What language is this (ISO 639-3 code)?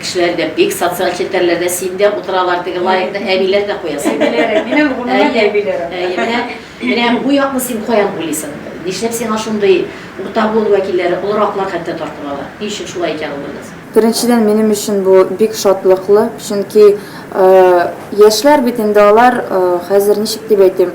tat